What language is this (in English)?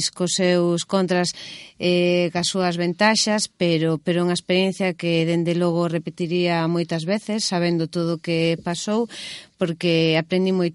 Galician